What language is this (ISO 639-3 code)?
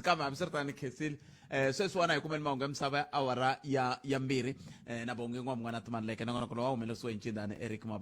tso